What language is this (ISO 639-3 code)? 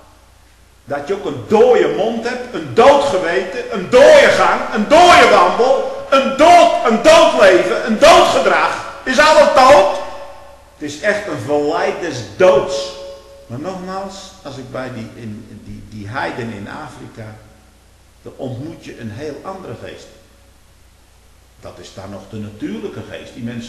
nld